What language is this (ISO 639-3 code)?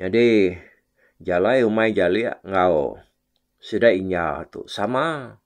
iba